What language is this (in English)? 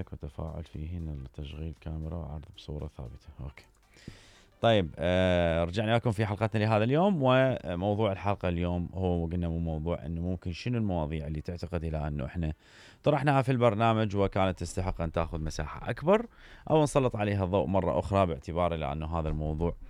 Mesopotamian Arabic